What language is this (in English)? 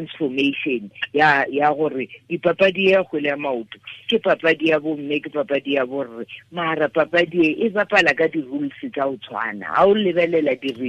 Tswana